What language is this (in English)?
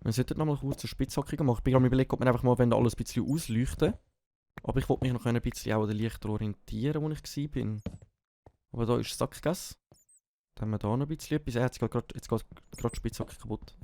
Swiss German